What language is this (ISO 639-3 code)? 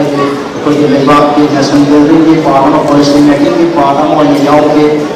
mni